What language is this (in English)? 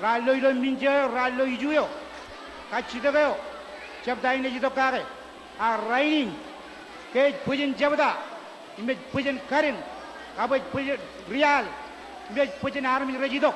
Marshallese